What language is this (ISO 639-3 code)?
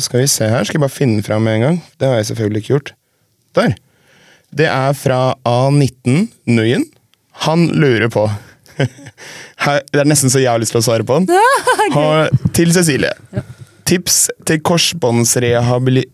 nor